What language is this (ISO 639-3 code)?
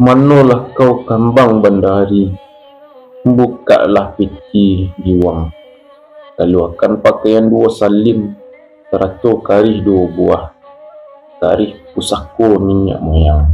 min